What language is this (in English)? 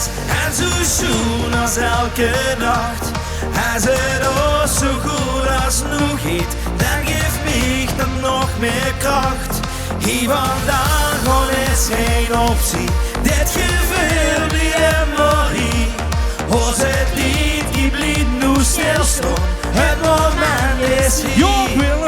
Limburgish